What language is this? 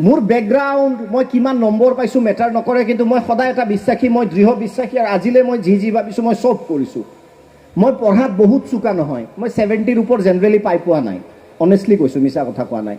Assamese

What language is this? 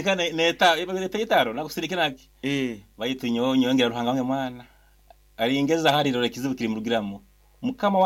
Nyankole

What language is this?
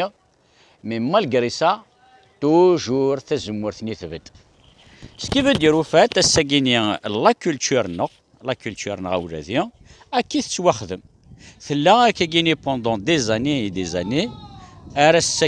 Kabyle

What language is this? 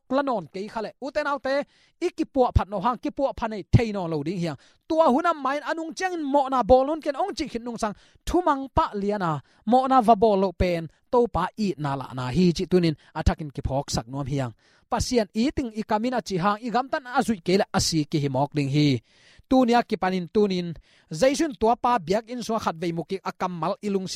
Tedim Chin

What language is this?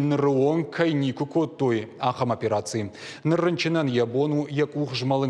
Ossetic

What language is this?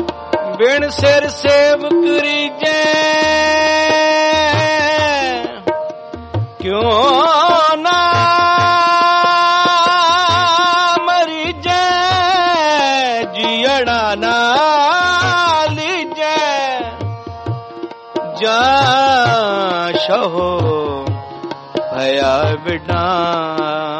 Punjabi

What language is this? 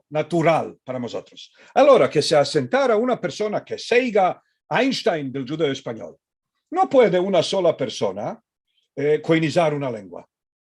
Ladino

